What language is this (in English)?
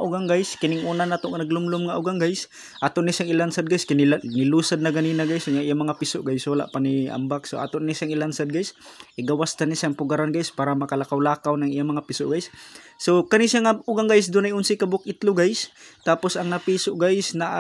Cebuano